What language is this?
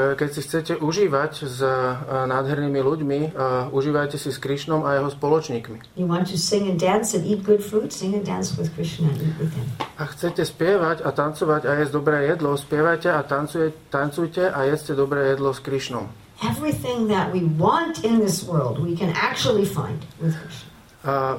Slovak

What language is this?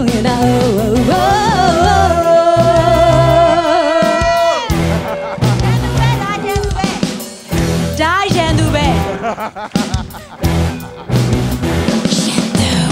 Burmese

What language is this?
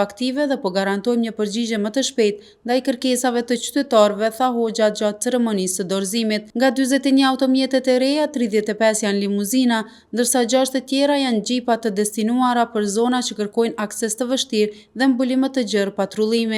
Albanian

